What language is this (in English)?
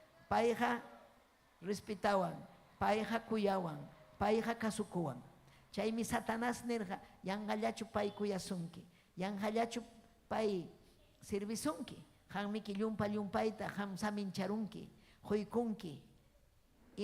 Ayacucho Quechua